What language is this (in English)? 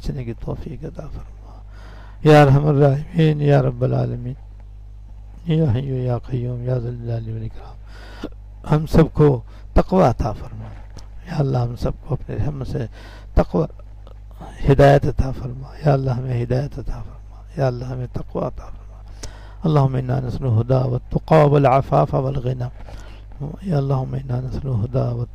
Urdu